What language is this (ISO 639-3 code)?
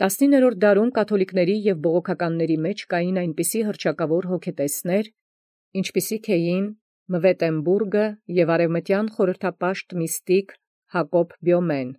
hye